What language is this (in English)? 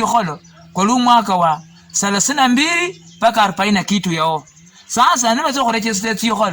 Luyia